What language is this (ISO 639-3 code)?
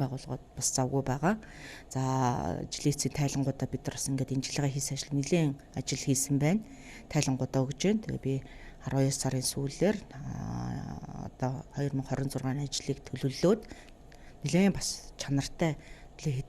mon